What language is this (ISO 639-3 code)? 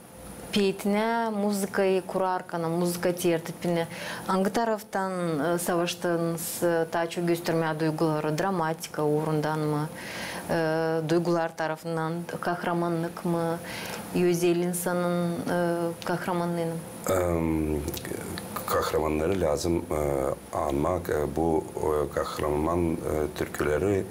gag